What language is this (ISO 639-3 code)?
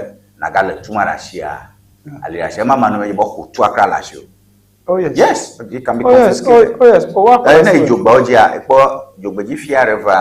ewe